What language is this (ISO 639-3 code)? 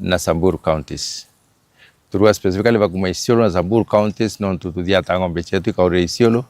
mer